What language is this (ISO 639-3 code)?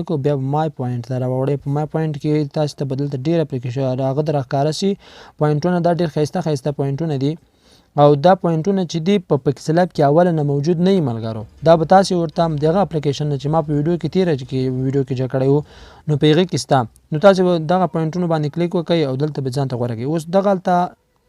pus